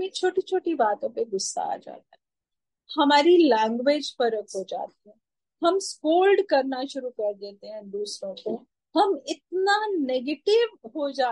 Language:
Hindi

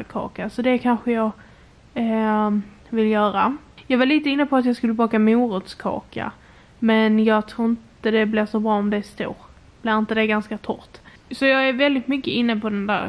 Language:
Swedish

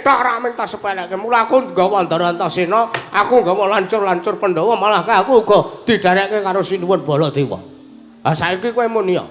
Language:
Javanese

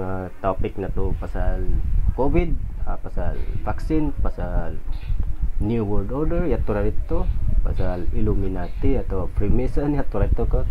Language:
Tausug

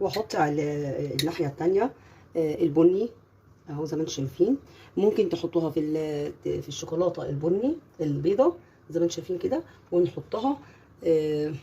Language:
Egyptian Arabic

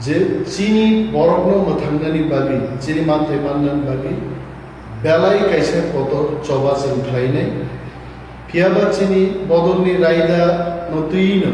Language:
Kok Borok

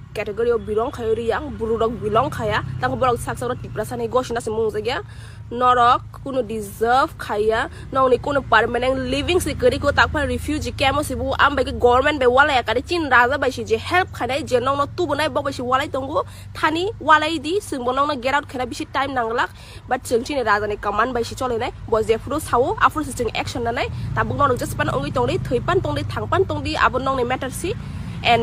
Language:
Kok Borok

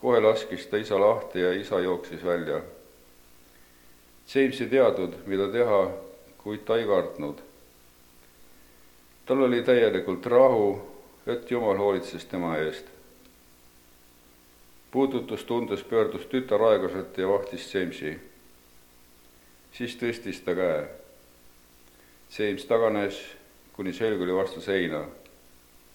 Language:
Estonian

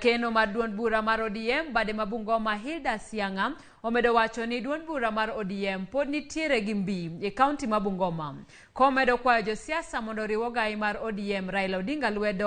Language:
Luo (Kenya and Tanzania)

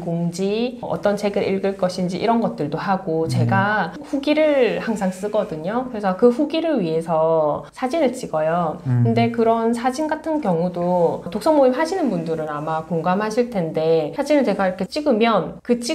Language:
Korean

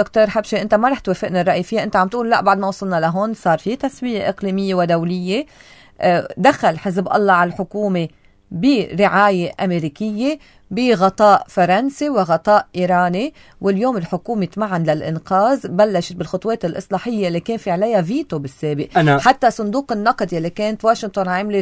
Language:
North Levantine Arabic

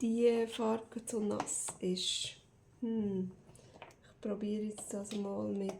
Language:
Swiss German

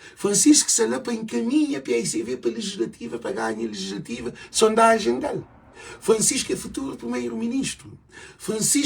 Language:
Kabuverdianu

